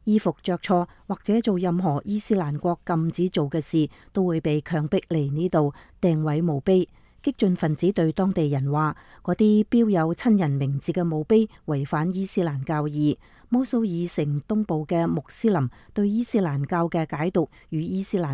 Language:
Cantonese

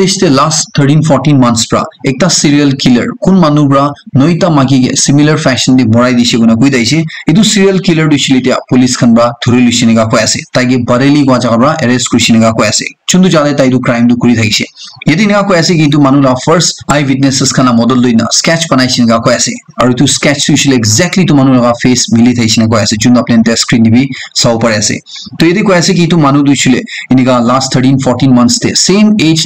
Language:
Naga Pidgin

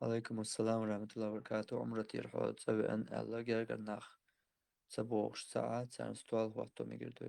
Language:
Chechen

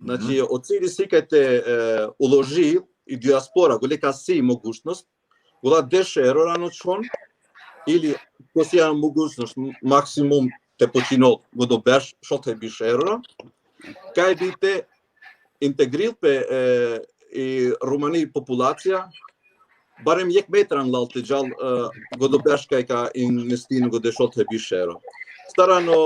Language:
Balkan Romani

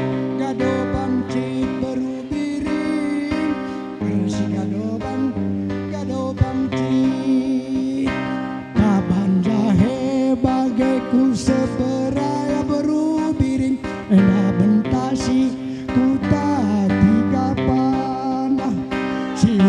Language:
Batak Karo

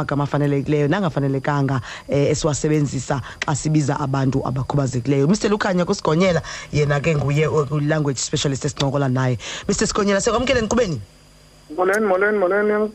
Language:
Xhosa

